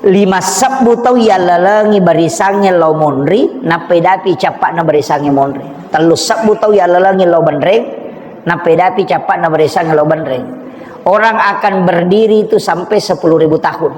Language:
Buginese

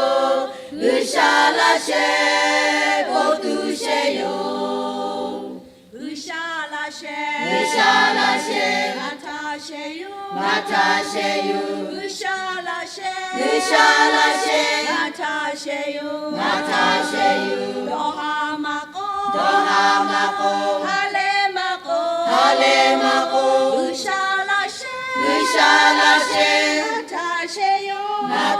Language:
Lahu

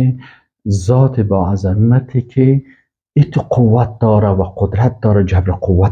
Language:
Persian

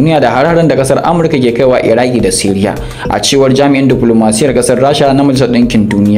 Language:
Hausa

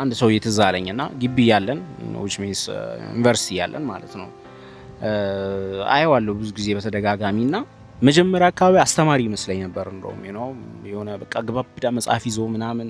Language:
Amharic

